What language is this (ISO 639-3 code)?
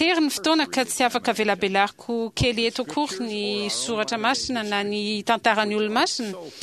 mlg